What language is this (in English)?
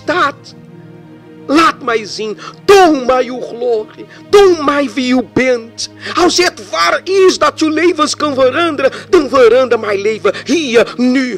Dutch